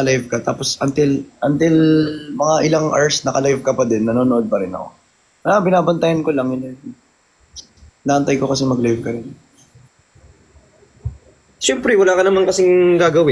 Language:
Filipino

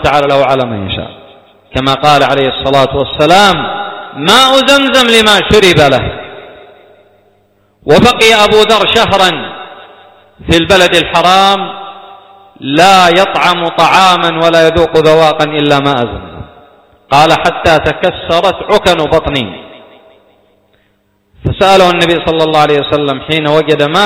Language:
Arabic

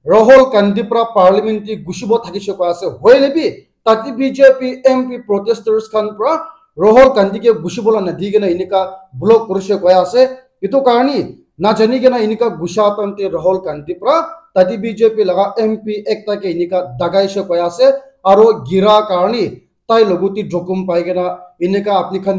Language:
Naga Pidgin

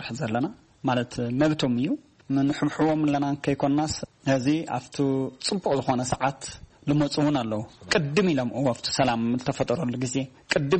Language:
Tigrinya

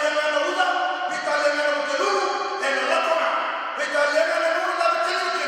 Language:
Fijian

